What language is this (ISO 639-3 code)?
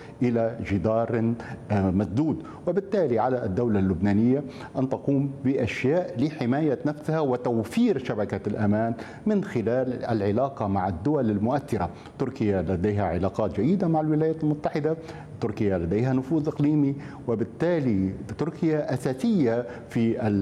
ara